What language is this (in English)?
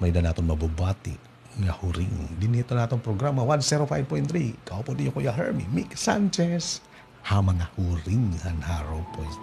Waray